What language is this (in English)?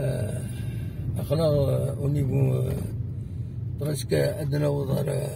Kabyle